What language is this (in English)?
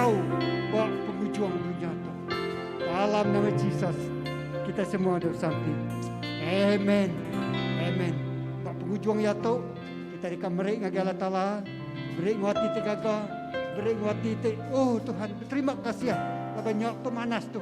Iban